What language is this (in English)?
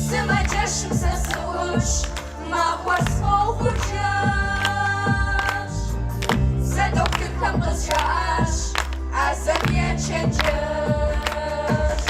Kabardian